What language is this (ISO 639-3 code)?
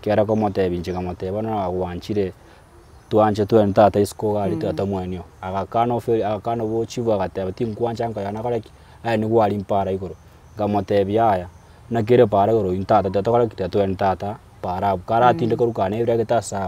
guz